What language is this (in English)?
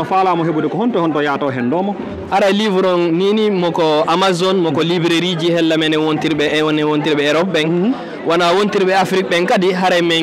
Fula